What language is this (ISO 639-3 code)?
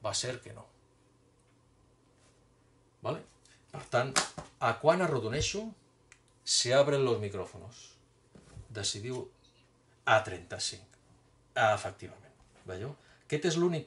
cat